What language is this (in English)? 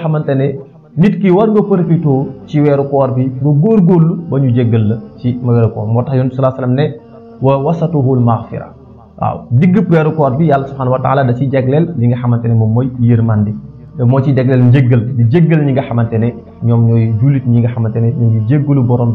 Wolof